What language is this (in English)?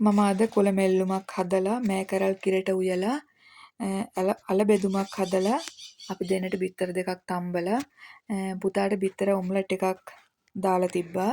Sinhala